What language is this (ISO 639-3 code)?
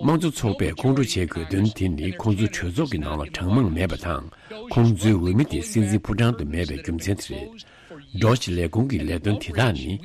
bod